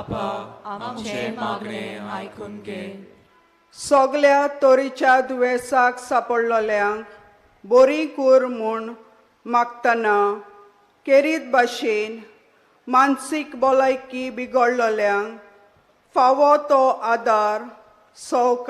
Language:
Konkani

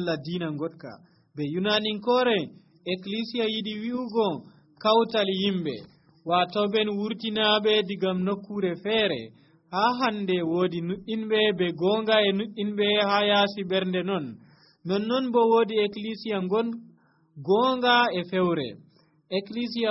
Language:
Nigerian Fulfulde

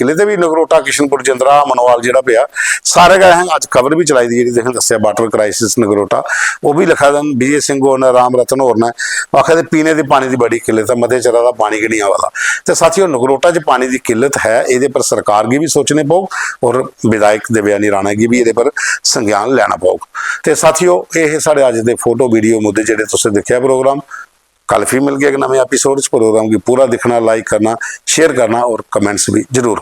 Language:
Dogri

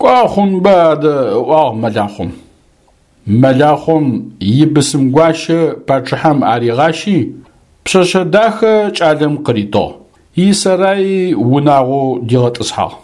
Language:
Adyghe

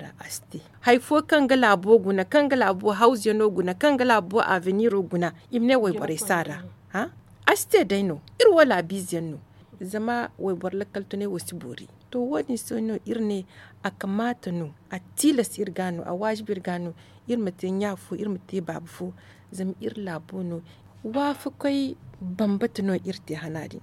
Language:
Zarma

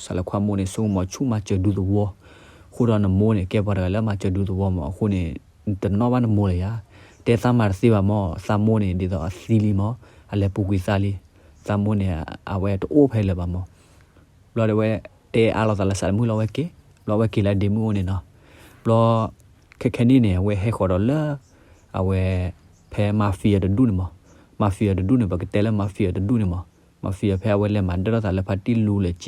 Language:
S'gaw Karen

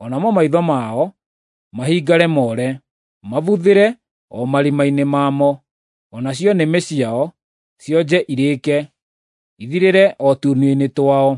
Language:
Kikuyu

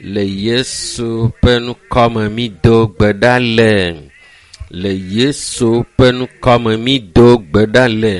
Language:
Ewe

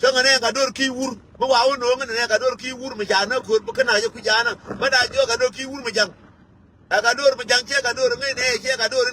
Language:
Nuer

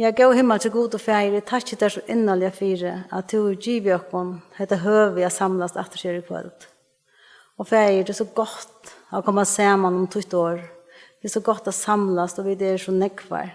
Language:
Faroese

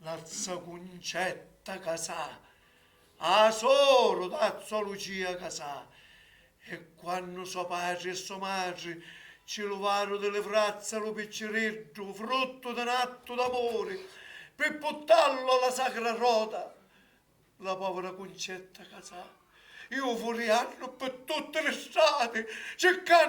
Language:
Sicilian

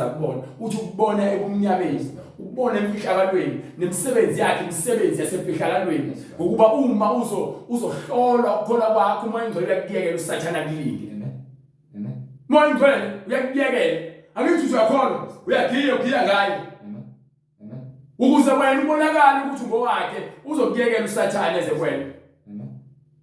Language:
Zulu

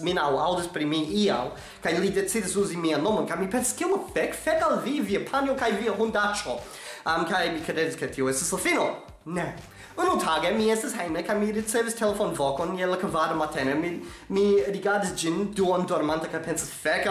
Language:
Esperanto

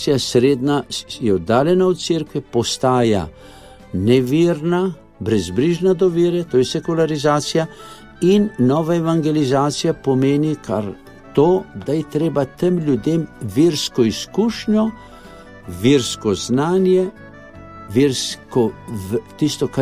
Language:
Slovenian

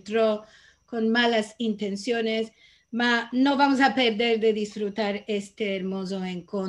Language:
Ladino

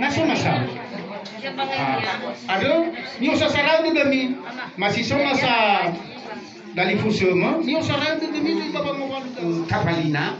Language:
Nias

